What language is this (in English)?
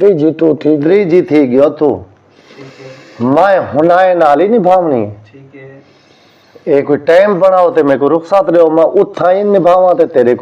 Saraiki